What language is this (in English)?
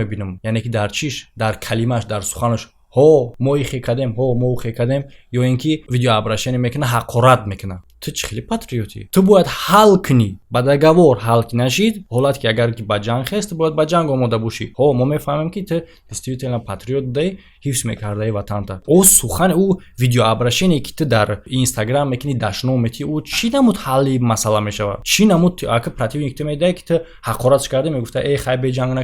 Tajik